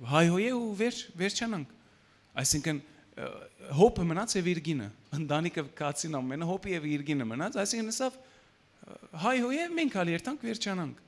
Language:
Western Armenian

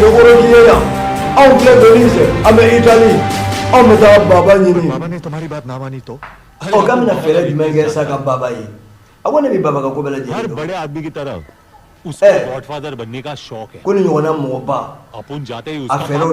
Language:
Bambara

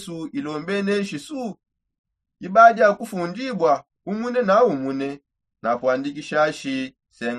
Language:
Songe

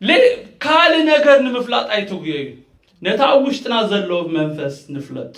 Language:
Tigrinya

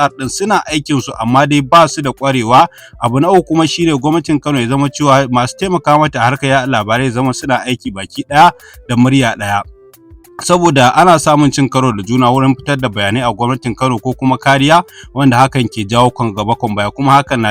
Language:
Hausa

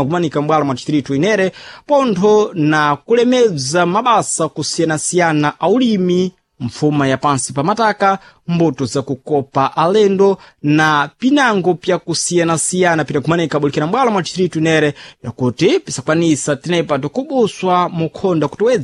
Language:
Sena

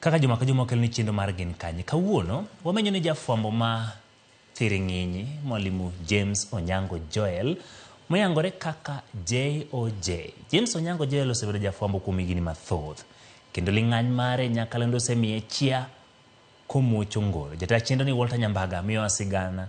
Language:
Luo (Kenya and Tanzania)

